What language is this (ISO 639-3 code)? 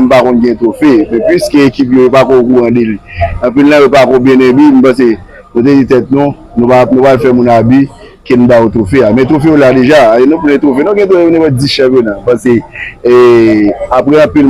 hat